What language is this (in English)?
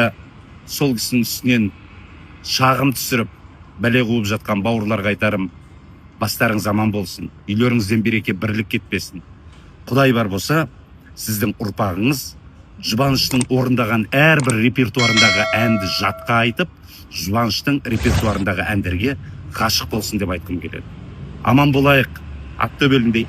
Kazakh